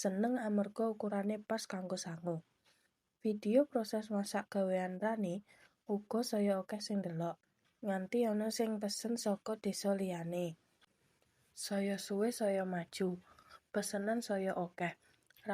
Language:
Javanese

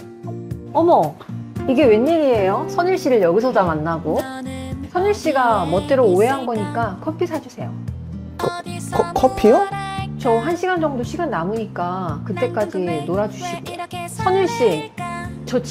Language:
Korean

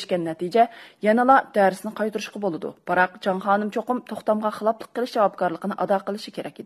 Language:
Uyghur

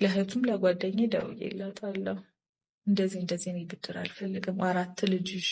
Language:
Amharic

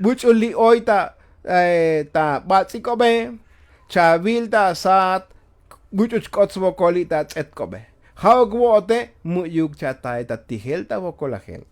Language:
Tzotzil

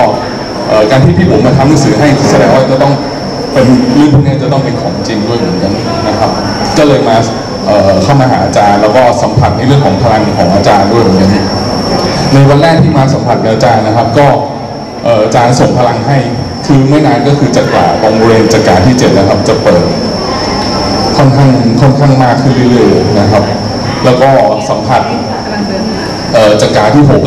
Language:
Thai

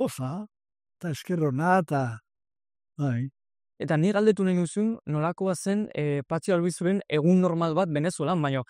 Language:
Basque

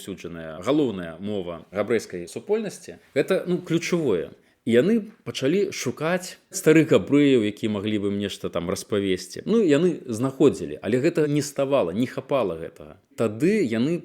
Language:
Belarusian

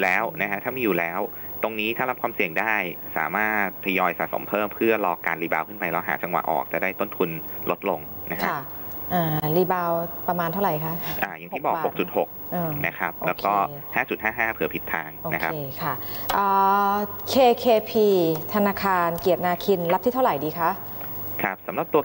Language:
Thai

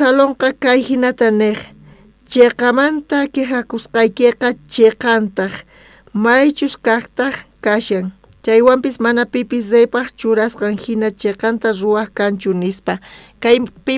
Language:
South Bolivian Quechua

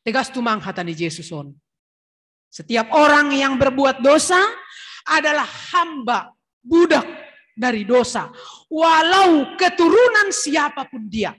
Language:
Batak Simalungun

